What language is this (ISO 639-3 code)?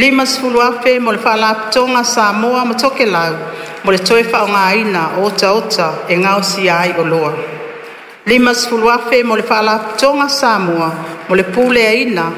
smo